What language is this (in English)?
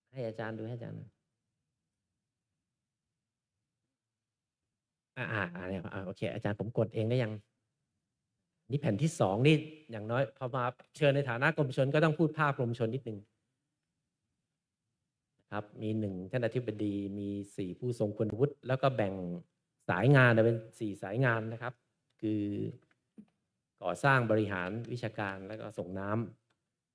Thai